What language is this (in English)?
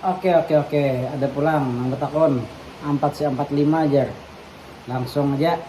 Banjar